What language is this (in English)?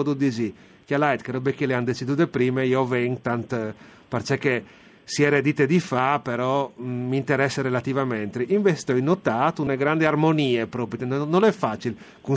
Friulian